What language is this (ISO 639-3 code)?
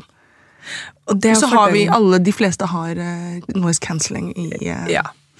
nor